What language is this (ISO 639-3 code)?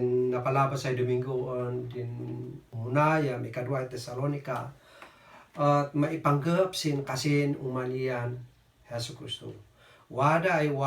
kne